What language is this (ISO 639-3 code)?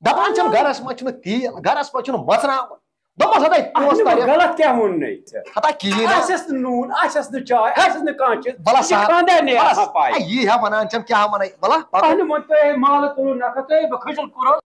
kas